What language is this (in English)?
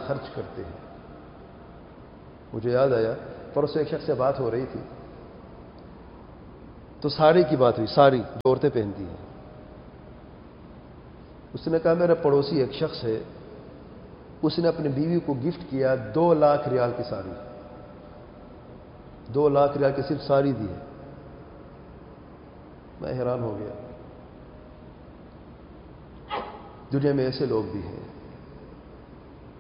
Urdu